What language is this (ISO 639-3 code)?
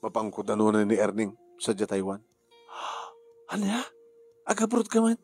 ilo